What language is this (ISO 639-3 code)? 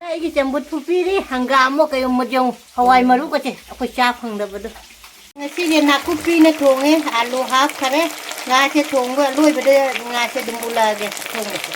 mni